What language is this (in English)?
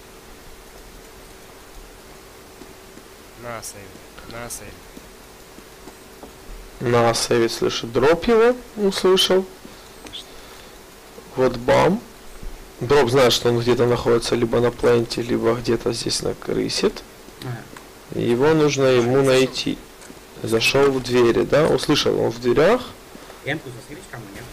Russian